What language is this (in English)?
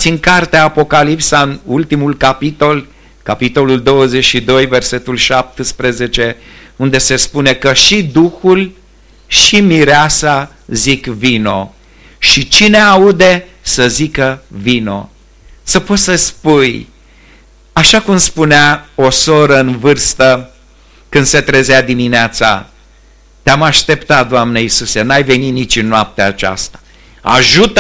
Romanian